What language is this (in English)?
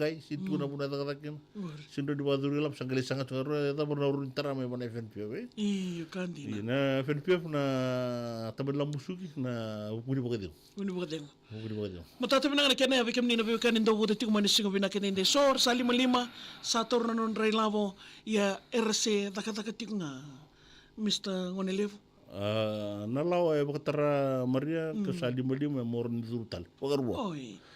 Fijian